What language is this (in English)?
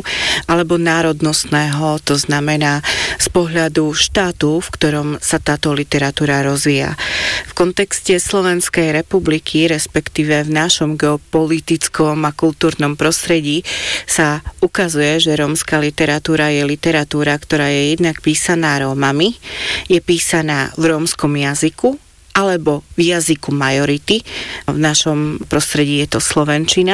Slovak